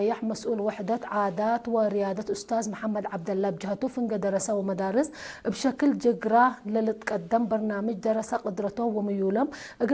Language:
Tigre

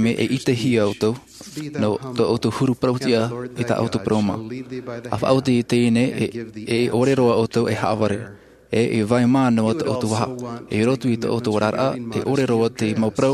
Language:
Tahitian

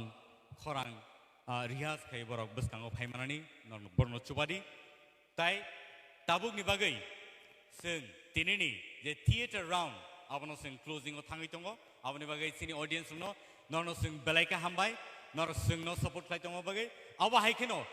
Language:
Kok Borok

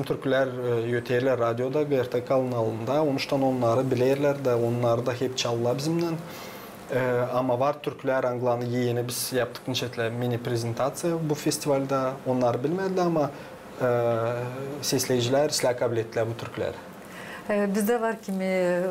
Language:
Gagauz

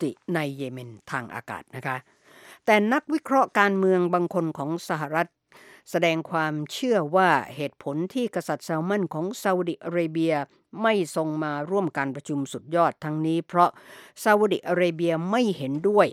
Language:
Thai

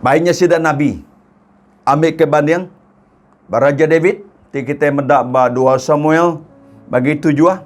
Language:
Iban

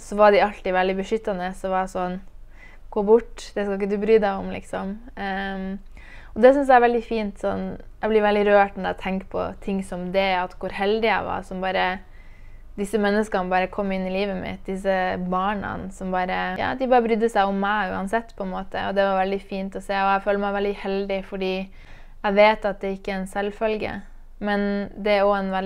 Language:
Norwegian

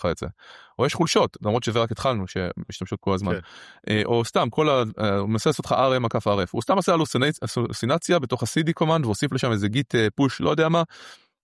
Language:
Hebrew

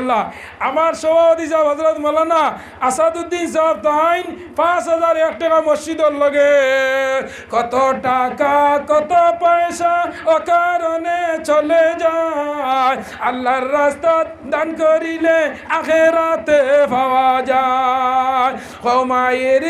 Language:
Sylheti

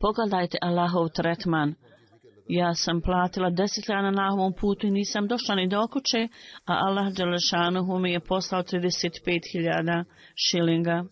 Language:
Bosnian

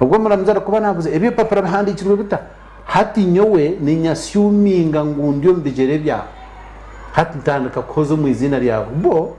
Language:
Nyankole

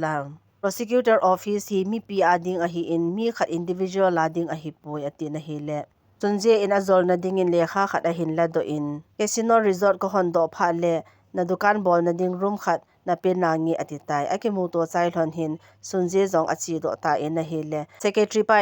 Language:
Thado Chin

